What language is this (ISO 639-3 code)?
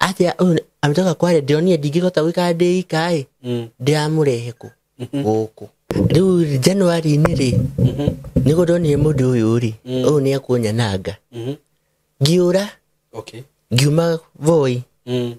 kik